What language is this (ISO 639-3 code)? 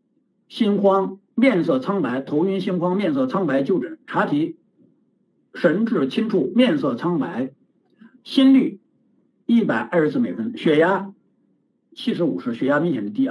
zho